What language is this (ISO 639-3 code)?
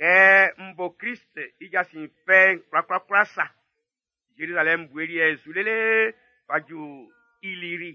bci